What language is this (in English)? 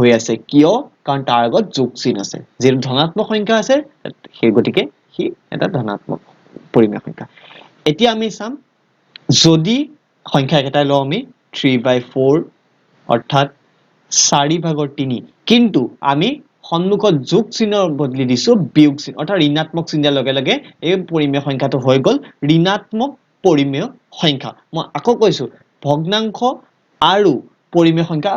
Assamese